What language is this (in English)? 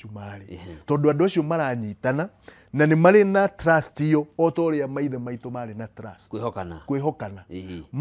Kikuyu